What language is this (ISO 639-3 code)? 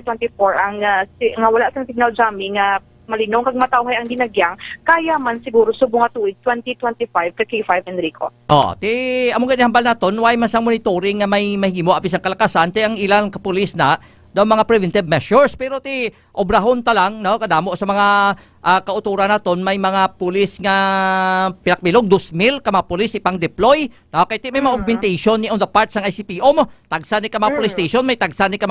hil